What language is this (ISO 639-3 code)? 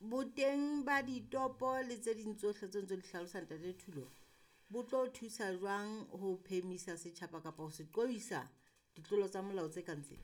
sot